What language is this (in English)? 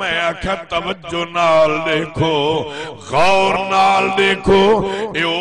Saraiki